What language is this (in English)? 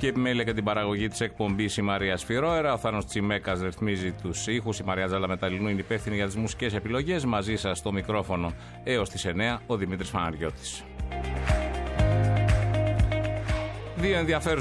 Greek